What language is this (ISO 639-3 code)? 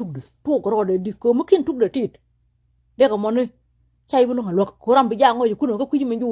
nus